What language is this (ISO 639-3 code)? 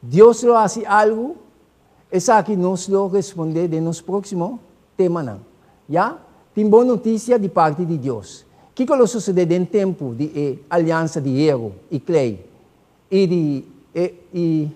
pap